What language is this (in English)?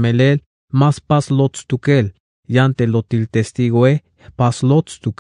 Tzeltal